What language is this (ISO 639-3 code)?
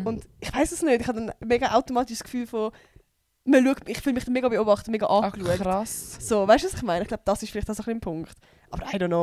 gsw